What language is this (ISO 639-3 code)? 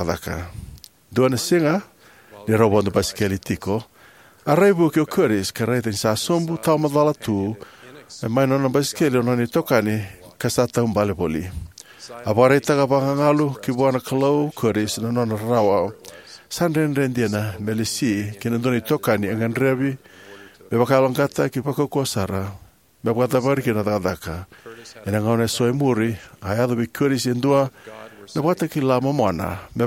fij